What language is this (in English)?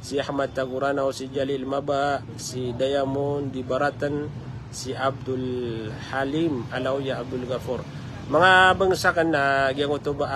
Maranao